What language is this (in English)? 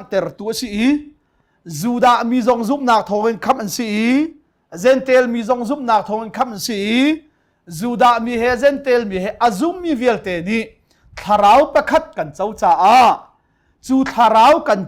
Hakha Chin